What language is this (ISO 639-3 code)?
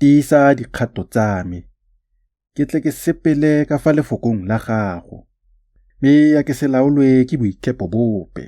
tsn